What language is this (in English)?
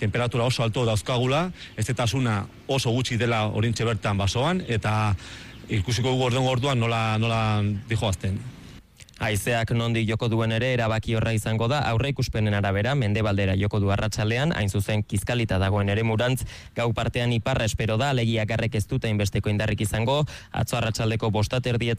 Basque